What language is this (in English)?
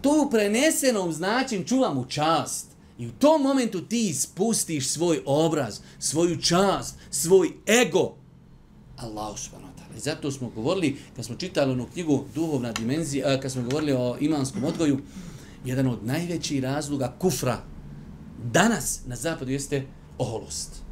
Bosnian